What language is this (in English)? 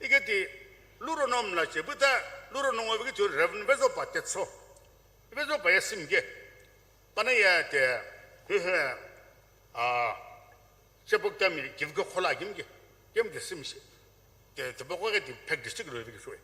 Sumi Naga